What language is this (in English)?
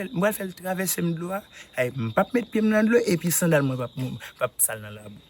Haitian Creole